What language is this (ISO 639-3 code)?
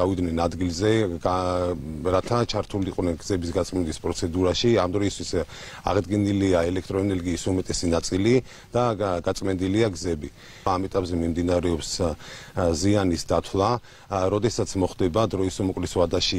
kat